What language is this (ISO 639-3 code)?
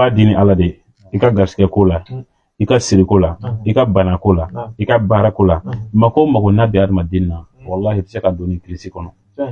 bam